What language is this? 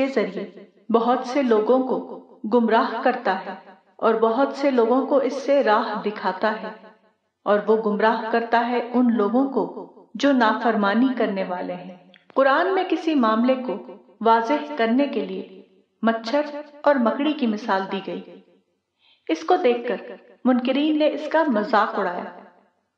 Urdu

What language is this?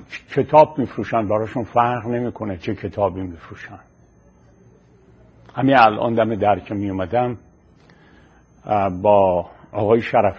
Persian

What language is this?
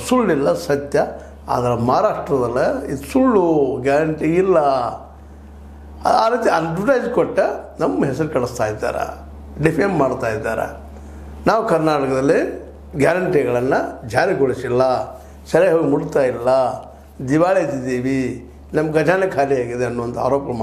Kannada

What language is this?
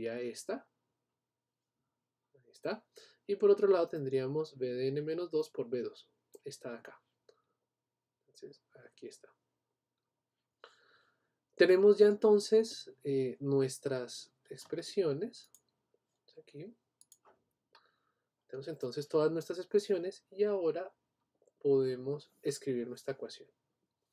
Spanish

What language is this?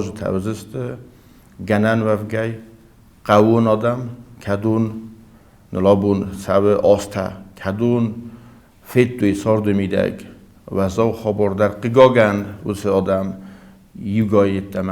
Ossetic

